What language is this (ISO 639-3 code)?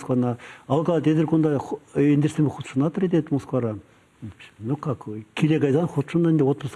chv